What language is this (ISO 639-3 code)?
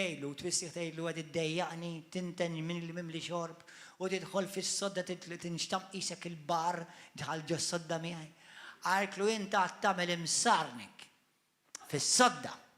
mlt